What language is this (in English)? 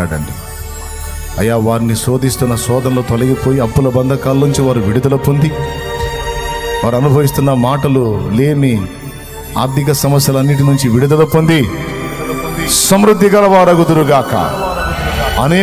Telugu